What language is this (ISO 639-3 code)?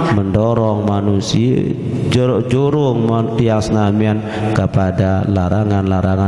sas